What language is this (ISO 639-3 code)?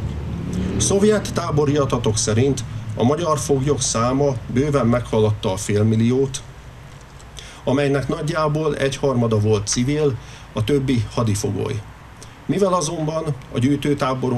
hun